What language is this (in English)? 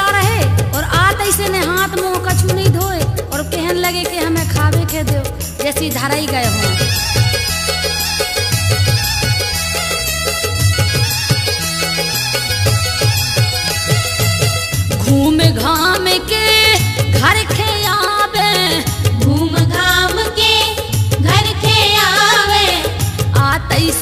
Bundeli